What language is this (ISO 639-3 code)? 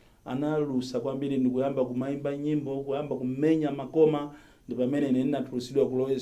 nya